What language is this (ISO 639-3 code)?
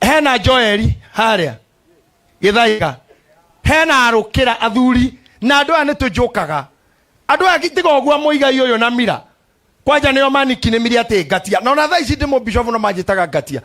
kik